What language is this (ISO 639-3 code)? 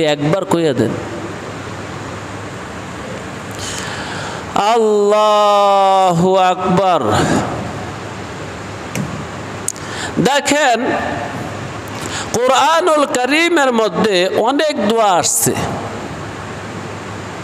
ben